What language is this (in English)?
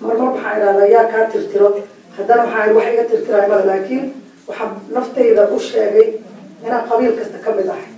Somali